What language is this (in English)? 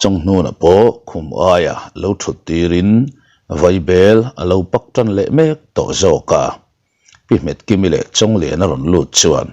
Mizo